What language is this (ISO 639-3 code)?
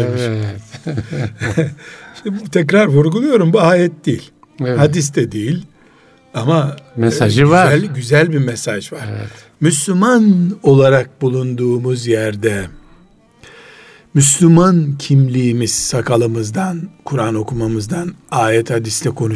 tur